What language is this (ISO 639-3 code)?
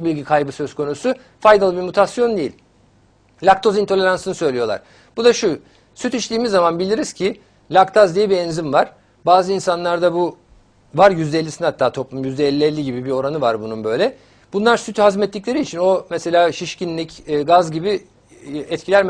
tur